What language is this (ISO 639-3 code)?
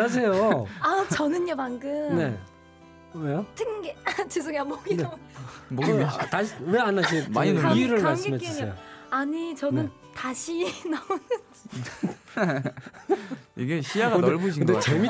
kor